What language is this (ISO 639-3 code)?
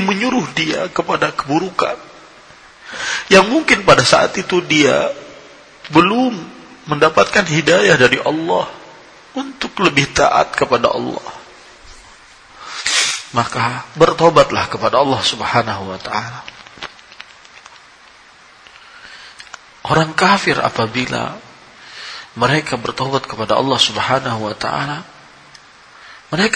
ind